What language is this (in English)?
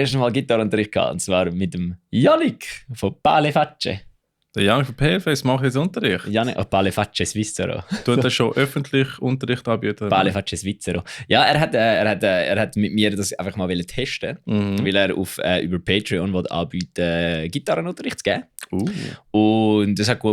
Swiss German